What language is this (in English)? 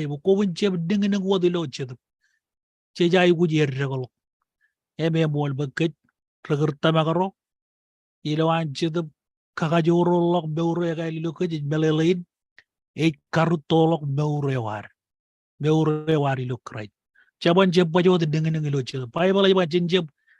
Marshallese